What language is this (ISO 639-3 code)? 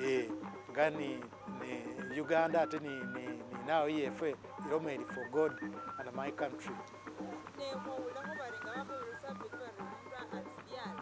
myx